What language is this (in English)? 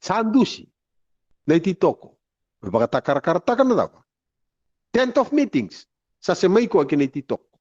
Fijian